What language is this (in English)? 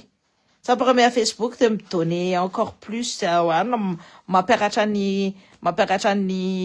Malagasy